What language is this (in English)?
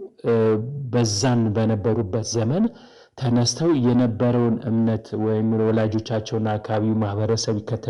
Amharic